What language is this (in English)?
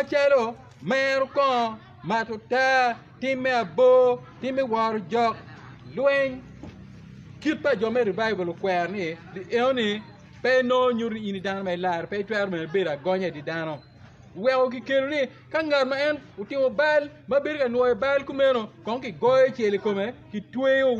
Acoli